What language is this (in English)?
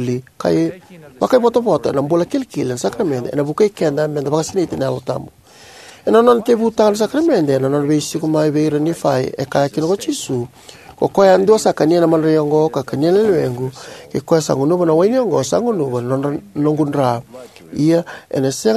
Fijian